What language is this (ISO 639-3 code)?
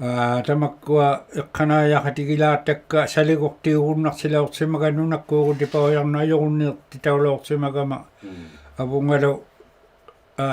iku